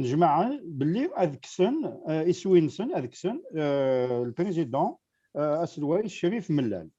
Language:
Kabyle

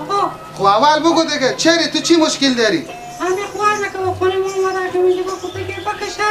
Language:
Persian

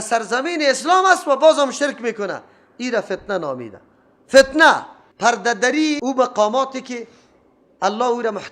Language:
Persian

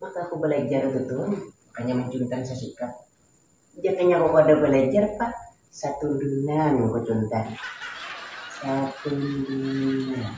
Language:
Banjar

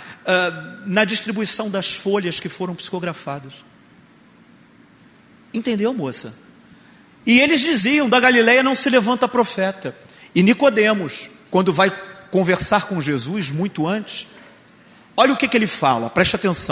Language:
Portuguese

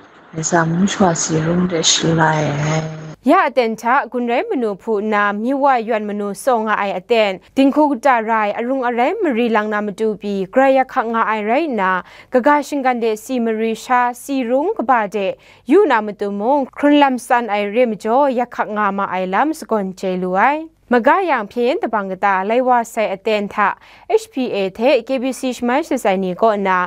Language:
Kachin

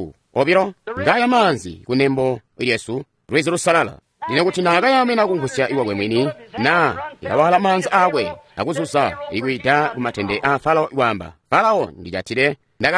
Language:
Tonga (Zambia)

